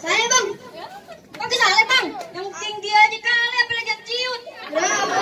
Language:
Betawi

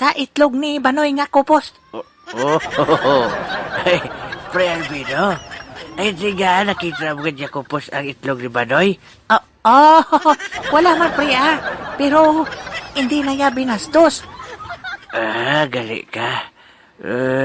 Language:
Hiligaynon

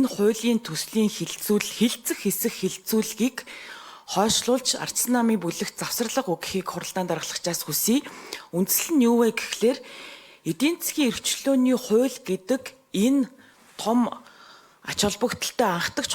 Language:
Mongolian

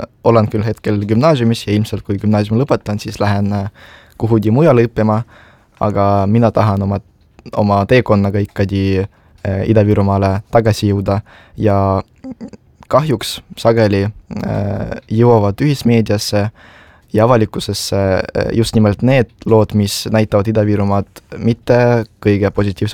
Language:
Estonian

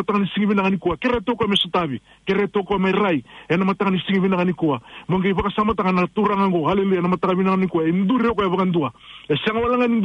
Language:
Fijian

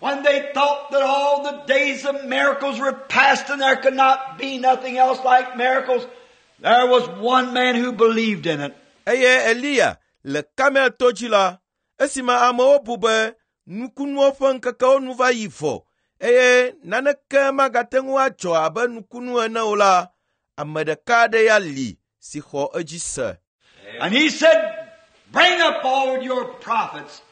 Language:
Ewe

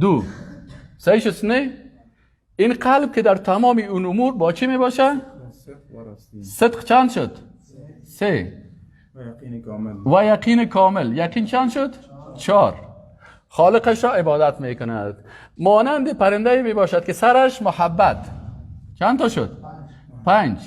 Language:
Persian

